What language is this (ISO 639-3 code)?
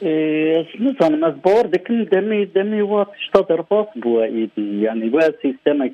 kur